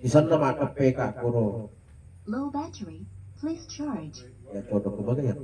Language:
Buginese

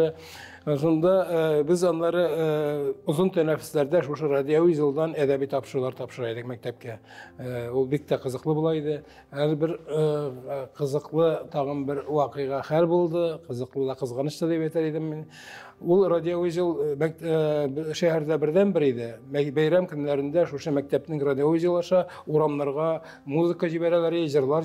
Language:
Tatar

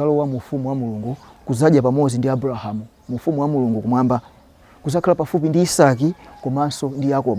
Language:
Nyanja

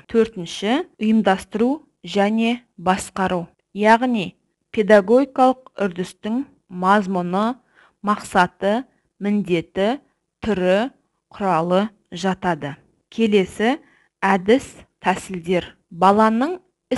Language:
Kazakh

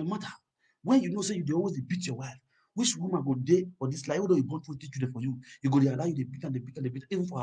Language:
Nigerian Pidgin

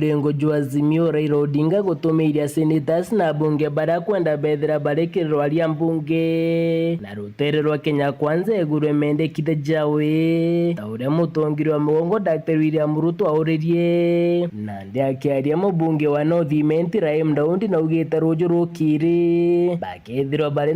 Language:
Meru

